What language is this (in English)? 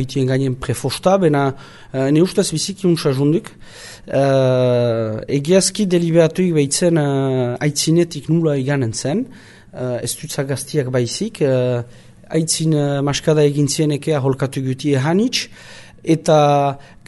Basque